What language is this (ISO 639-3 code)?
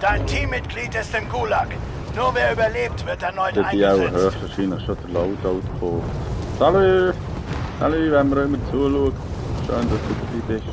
gsw